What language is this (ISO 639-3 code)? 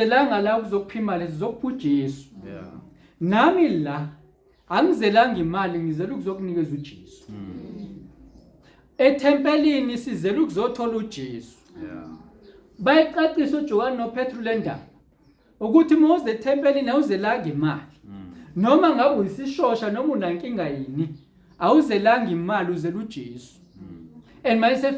zul